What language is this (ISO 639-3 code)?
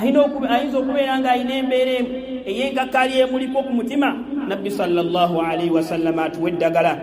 lug